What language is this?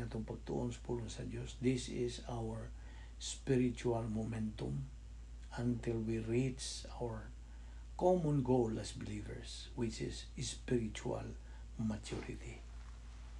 Cebuano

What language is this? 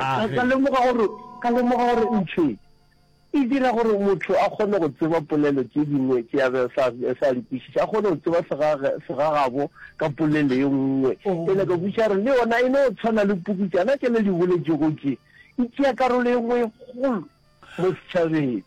Northern Sotho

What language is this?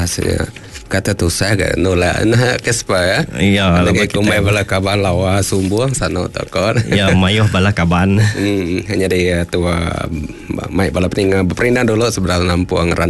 Iban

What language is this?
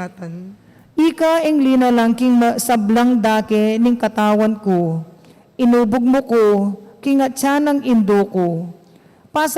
Pampanga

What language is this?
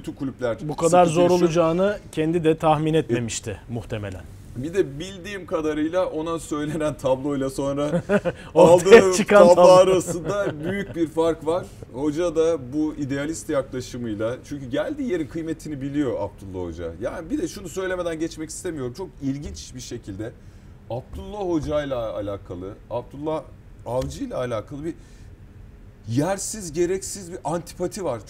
Turkish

